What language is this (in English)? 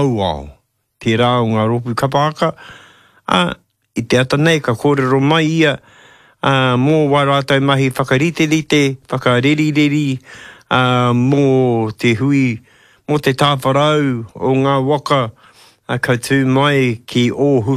Māori